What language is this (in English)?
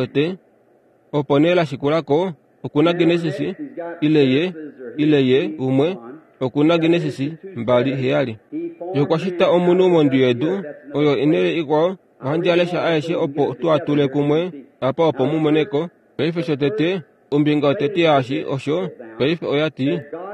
Kuanyama